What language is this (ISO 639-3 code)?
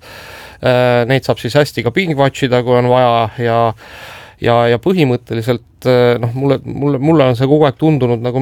est